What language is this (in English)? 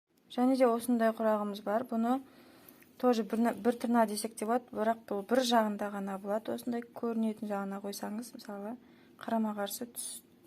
Kazakh